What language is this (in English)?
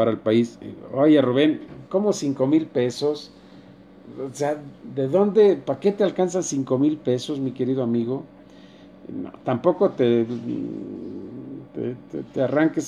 Spanish